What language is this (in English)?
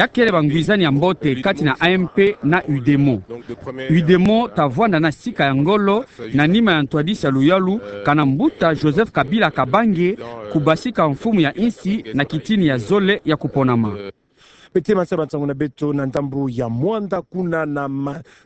Kituba (Democratic Republic of Congo)